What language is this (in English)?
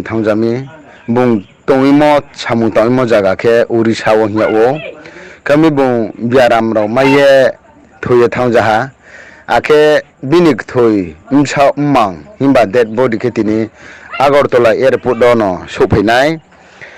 Riang (India)